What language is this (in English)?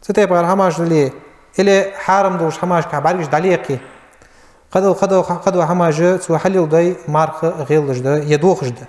Ingush